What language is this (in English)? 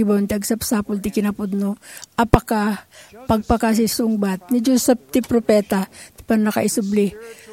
Iloko